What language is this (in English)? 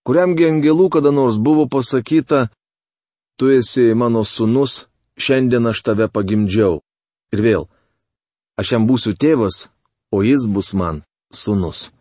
Lithuanian